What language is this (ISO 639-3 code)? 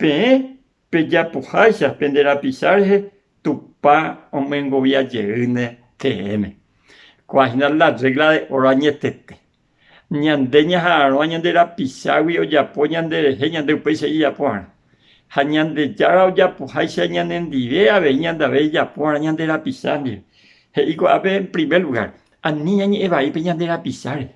grn